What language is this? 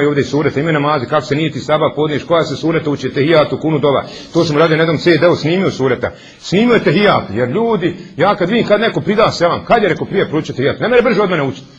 Bosnian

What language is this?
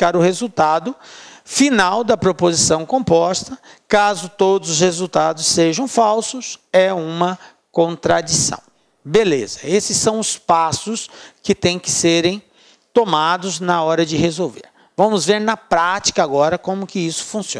Portuguese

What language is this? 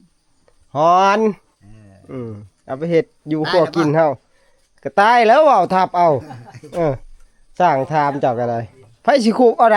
Northeastern Thai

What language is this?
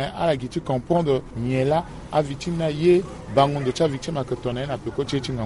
Sango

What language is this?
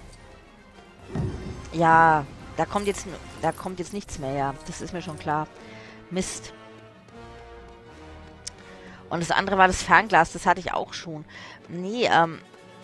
German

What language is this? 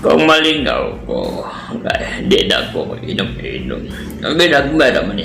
Cebuano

